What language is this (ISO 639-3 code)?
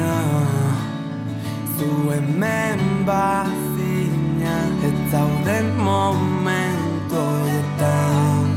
eus